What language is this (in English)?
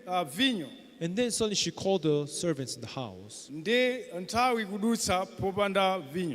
Nyanja